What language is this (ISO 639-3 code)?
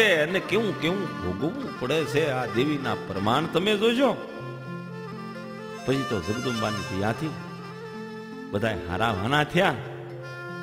guj